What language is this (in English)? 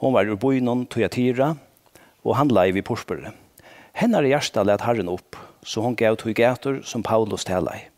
Faroese